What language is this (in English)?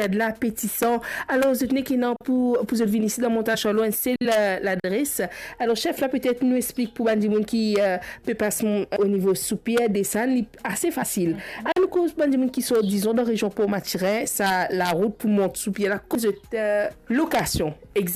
Morisyen